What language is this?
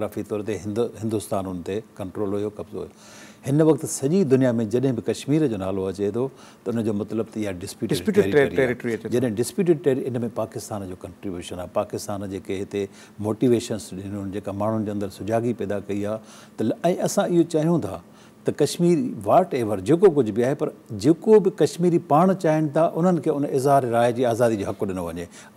Sindhi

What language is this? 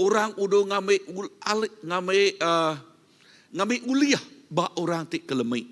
Iban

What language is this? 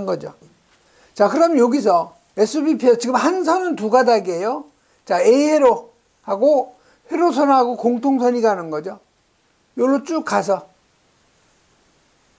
Korean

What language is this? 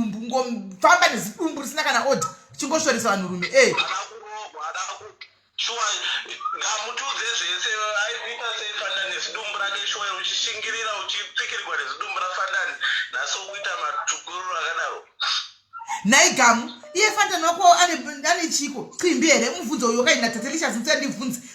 Shona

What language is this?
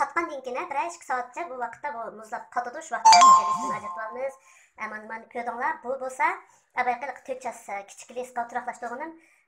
Uyghur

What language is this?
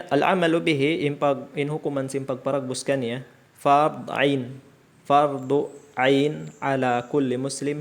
Tausug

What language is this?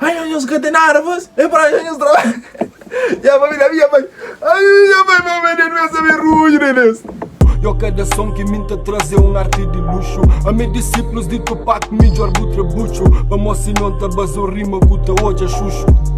Kabuverdianu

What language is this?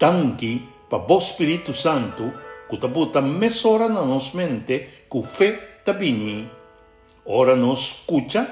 Papiamento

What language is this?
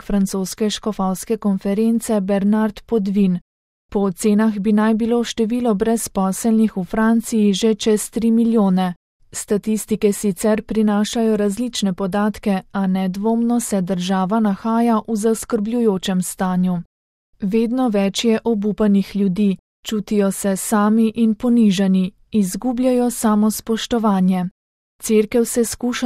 Slovenian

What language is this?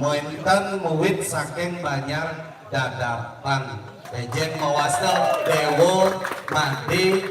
Balinese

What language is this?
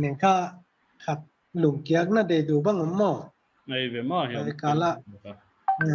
Paite Chin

